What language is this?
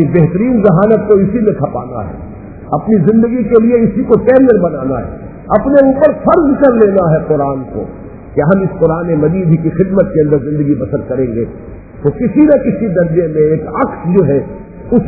Urdu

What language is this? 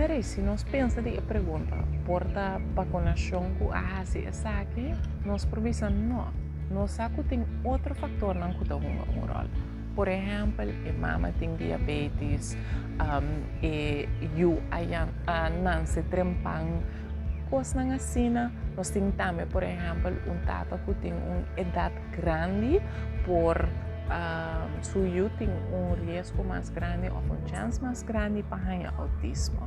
Papiamento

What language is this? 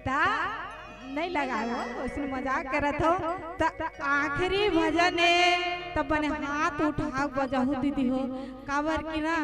Chhattisgarhi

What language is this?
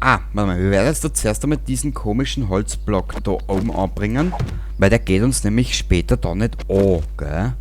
Bavarian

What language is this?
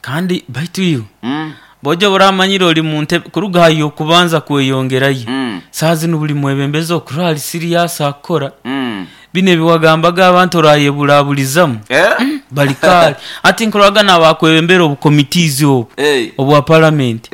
Nyoro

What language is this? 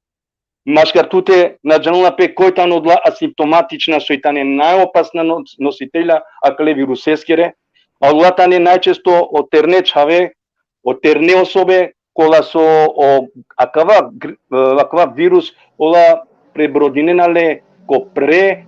Balkan Romani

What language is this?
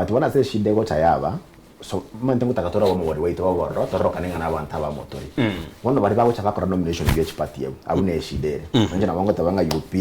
Gusii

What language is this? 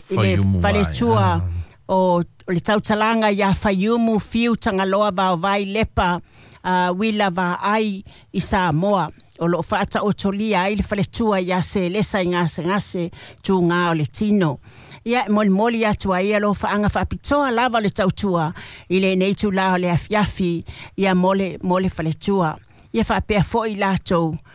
Samoan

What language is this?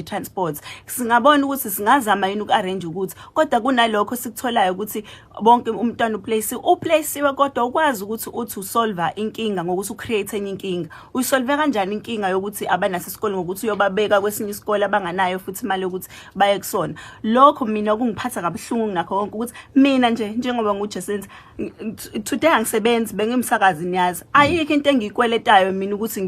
Zulu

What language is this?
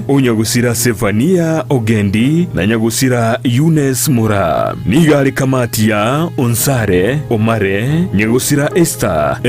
Gusii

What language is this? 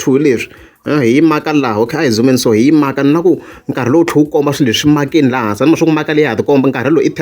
Tsonga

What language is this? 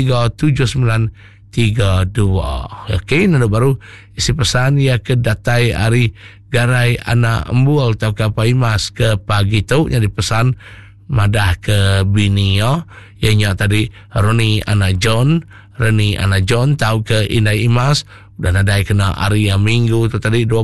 Iban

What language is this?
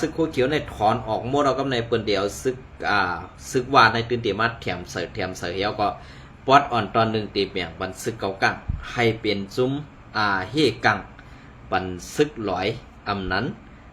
Shan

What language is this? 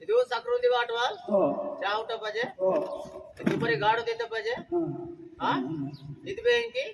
Aheri Gondi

